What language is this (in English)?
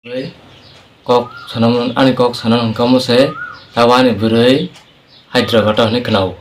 Kok Borok